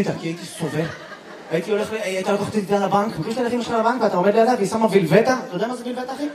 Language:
Hebrew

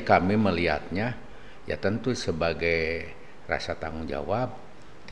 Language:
Indonesian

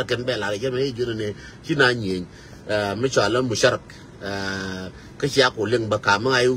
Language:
Nuer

